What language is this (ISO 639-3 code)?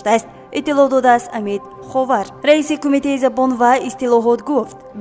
tgk